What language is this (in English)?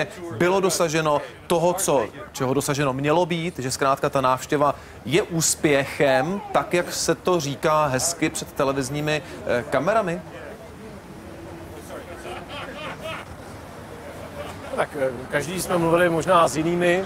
Czech